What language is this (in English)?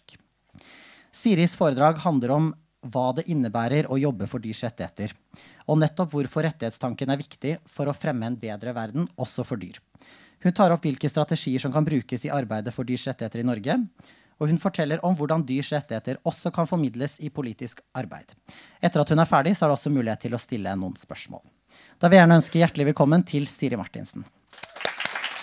Norwegian